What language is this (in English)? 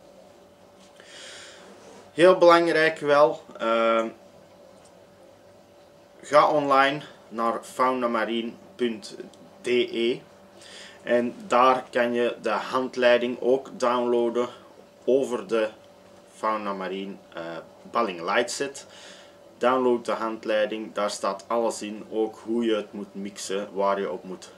Dutch